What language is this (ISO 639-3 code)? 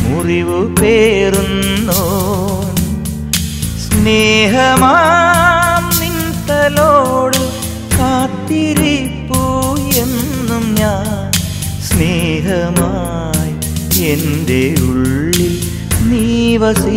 mal